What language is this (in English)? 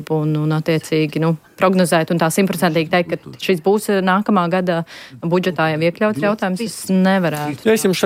Latvian